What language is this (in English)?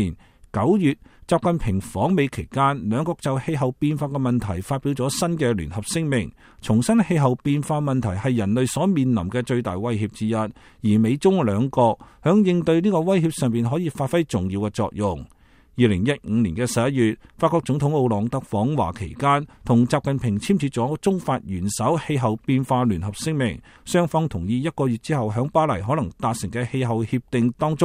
Cantonese